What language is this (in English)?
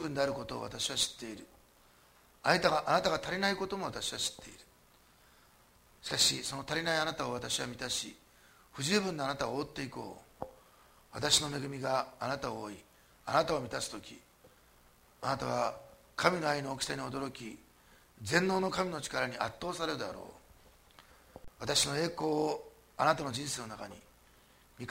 Japanese